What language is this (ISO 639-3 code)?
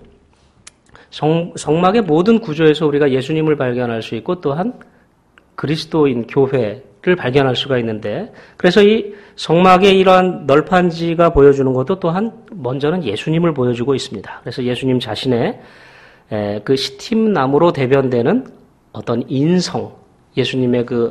kor